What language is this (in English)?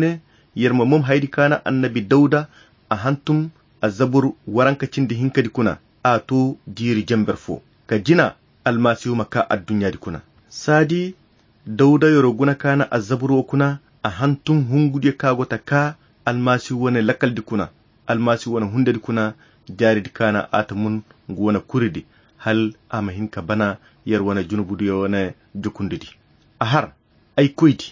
Koyra Chiini